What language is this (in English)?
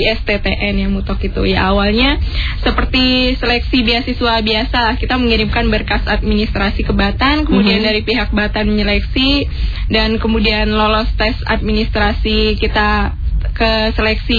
Indonesian